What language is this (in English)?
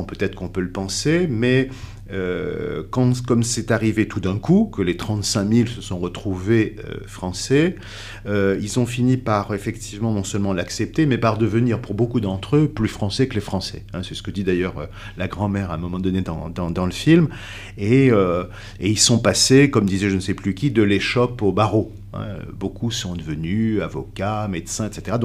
French